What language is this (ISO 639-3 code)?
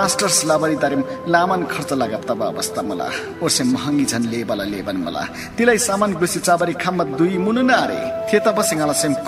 taj